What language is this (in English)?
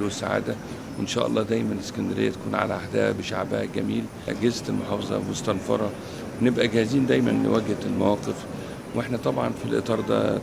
Egyptian Arabic